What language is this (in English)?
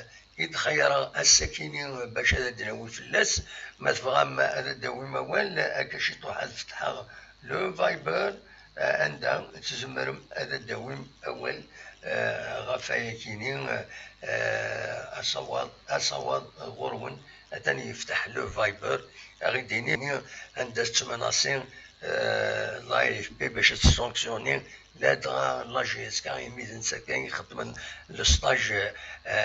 Kabyle